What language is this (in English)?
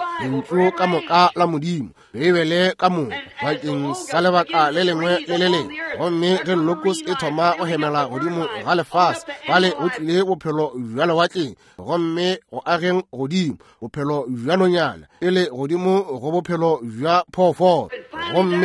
Northern Sotho